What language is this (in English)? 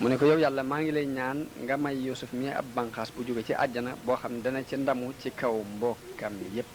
Wolof